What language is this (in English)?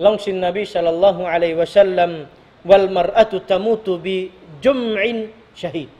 Tausug